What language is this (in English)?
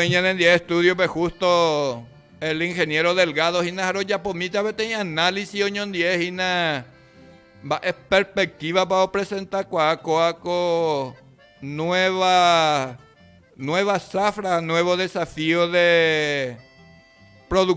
Guarani